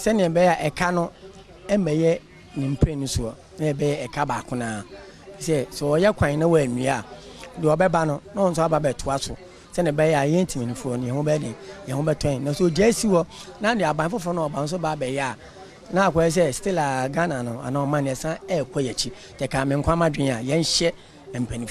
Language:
Akan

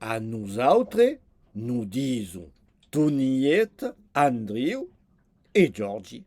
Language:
Occitan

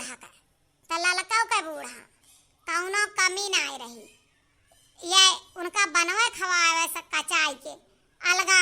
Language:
Awadhi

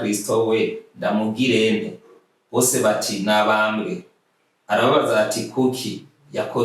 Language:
Rundi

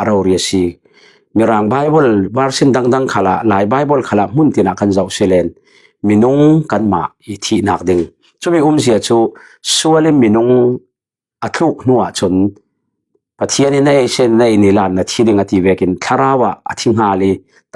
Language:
Falam Chin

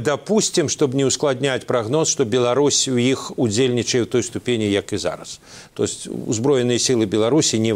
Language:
Belarusian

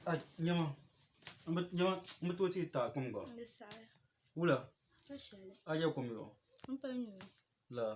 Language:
Dagbani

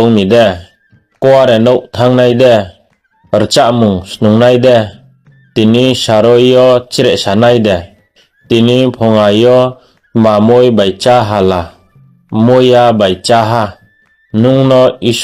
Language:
Riang (India)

